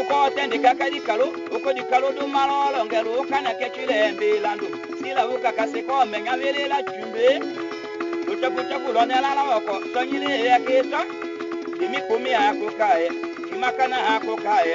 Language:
Tetela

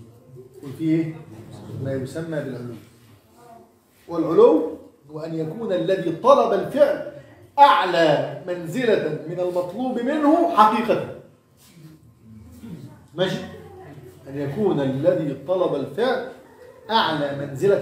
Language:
Egyptian Arabic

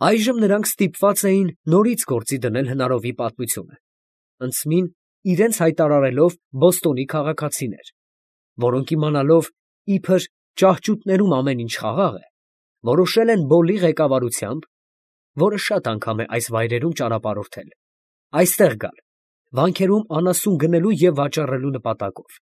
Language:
Armenian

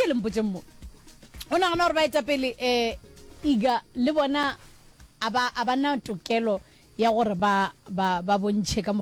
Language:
Northern Sotho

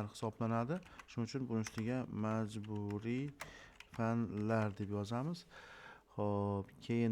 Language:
Uzbek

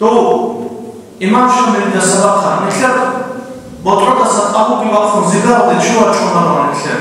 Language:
Avaric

